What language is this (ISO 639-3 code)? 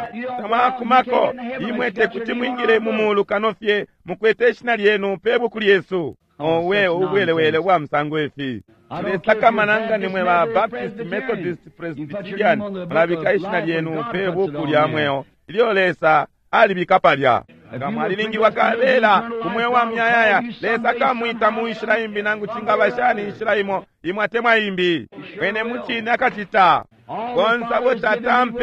bem